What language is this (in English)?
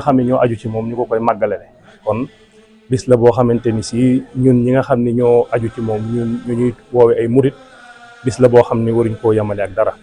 Wolof